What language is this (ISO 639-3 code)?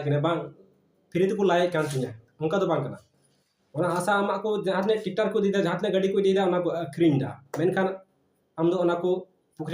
sat